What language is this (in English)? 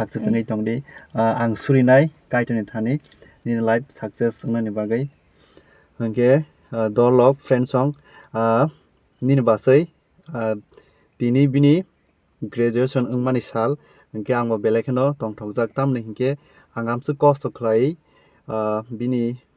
Kok Borok